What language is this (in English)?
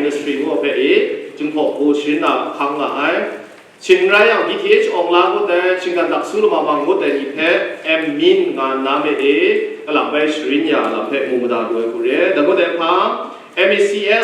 Kachin